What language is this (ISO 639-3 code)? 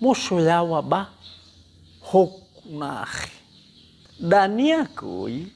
nia